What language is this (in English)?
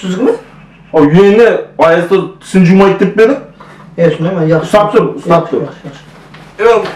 Kara-Kalpak